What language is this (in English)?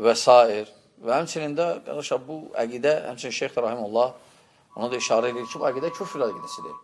Azerbaijani